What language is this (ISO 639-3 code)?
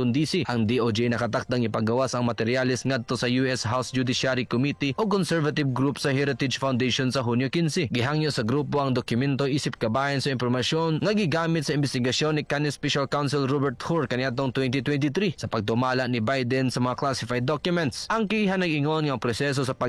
ceb